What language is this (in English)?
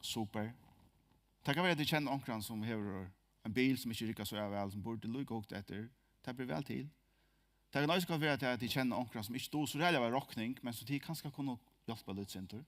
Faroese